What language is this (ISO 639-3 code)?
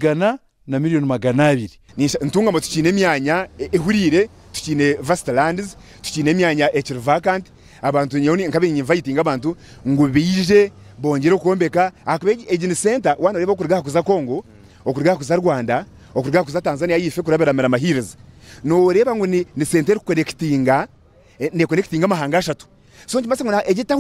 nyn